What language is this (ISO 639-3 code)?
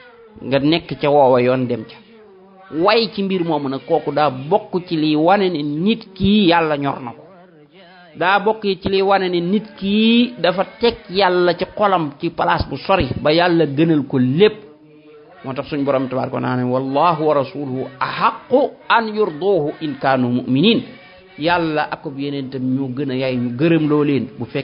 wol